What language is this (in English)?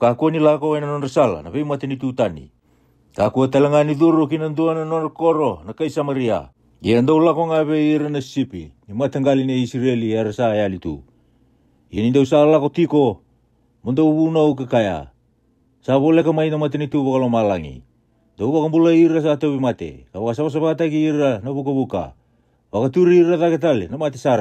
Fijian